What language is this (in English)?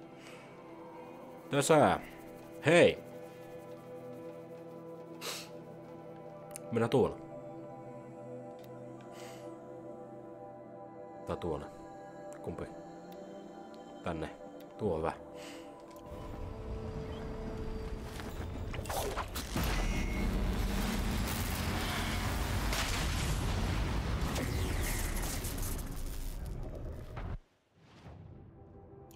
Finnish